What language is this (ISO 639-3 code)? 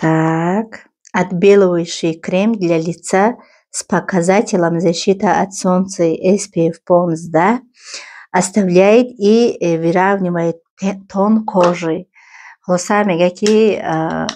tgk